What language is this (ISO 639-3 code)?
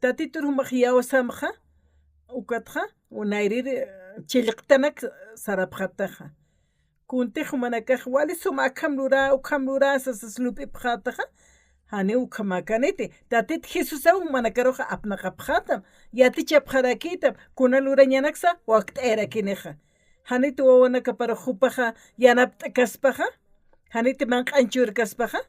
aym